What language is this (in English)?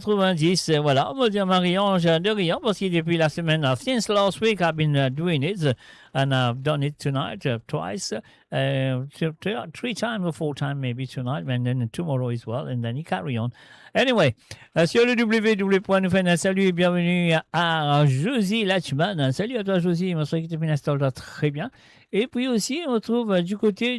Morisyen